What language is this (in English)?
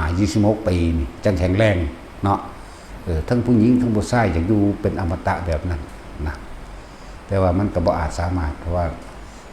Northeastern Thai